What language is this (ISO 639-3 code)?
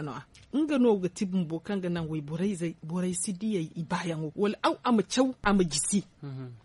dje